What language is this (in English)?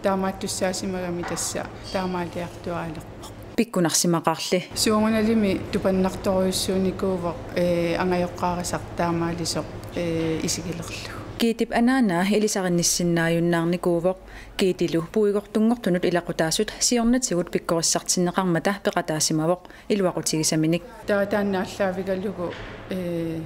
Kalaallisut